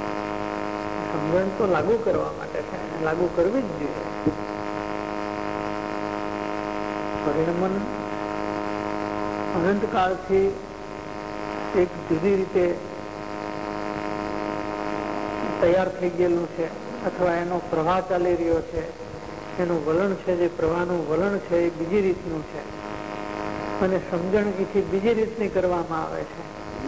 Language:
Gujarati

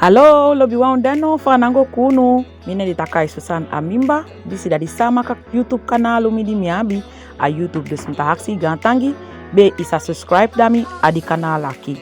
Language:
Saramaccan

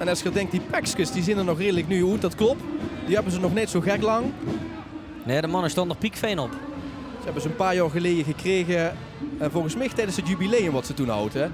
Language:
Limburgish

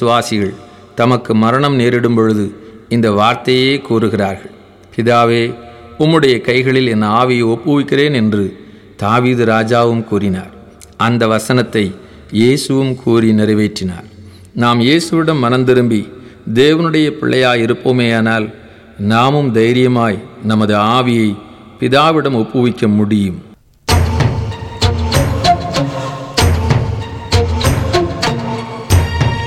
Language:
Tamil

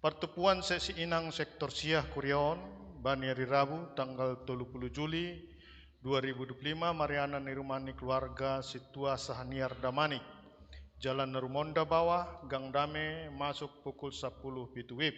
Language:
Batak Simalungun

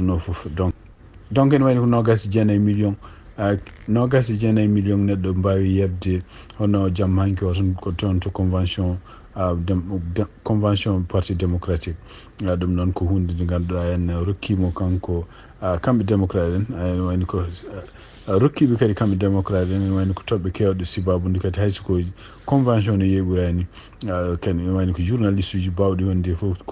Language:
Fula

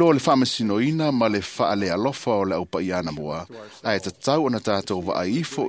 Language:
Samoan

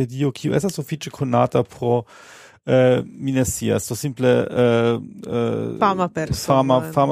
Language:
Esperanto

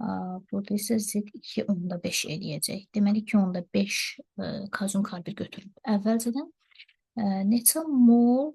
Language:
Azerbaijani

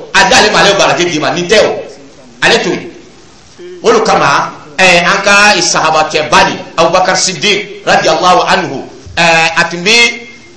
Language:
Dyula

